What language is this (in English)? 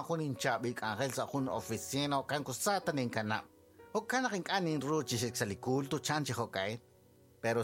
Kekchí